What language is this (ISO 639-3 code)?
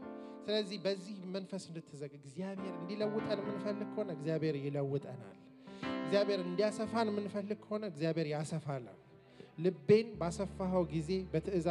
amh